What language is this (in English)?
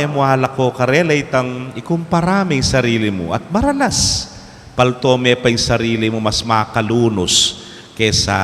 Pampanga